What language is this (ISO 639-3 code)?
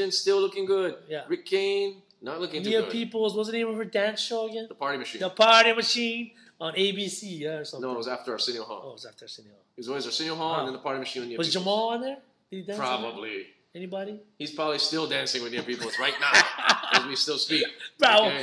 eng